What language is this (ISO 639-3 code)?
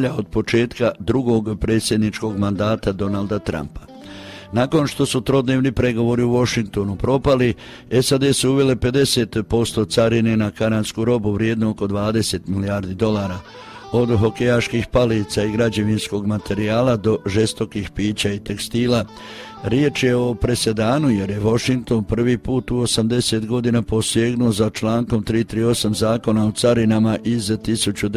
hrv